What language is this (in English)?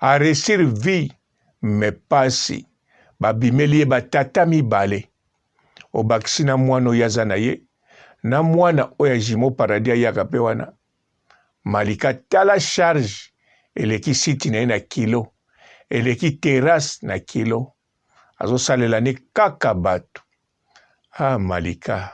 Lingala